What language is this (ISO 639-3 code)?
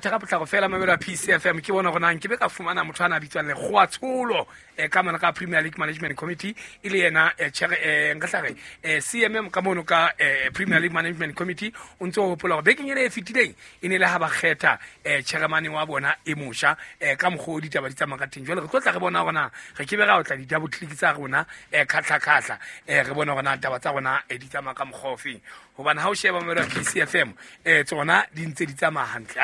sot